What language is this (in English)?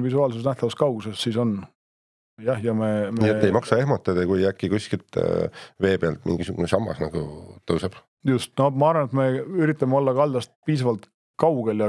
Estonian